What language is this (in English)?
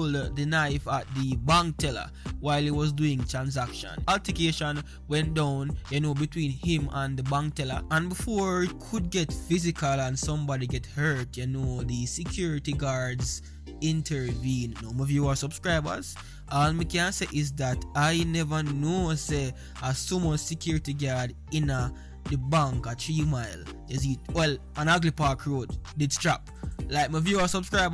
Jamaican Creole English